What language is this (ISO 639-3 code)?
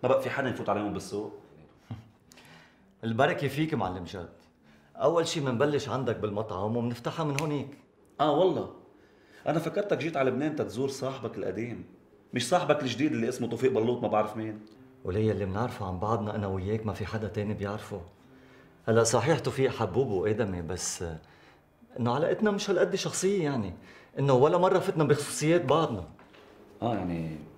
apc